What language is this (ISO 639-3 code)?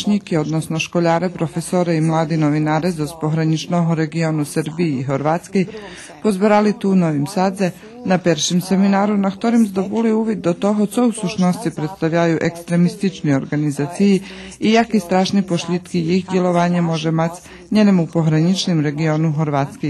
rue